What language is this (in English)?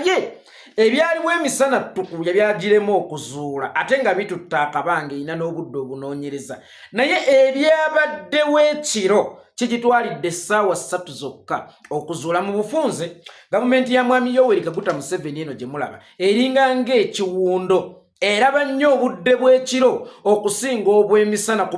Ganda